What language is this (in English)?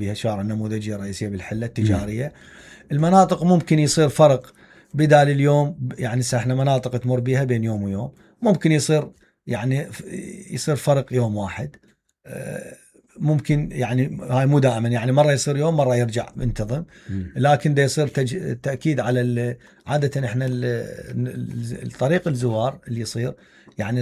Mesopotamian Arabic